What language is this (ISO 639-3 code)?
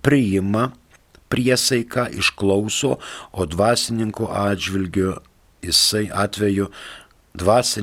lit